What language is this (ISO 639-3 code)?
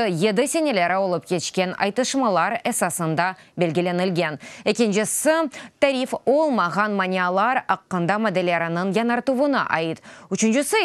crh